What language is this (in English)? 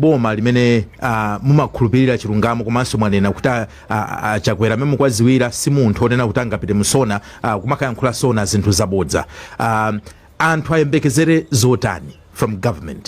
Nyanja